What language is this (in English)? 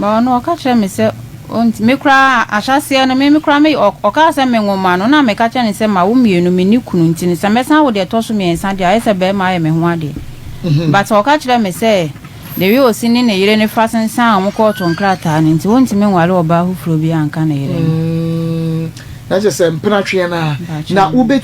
Akan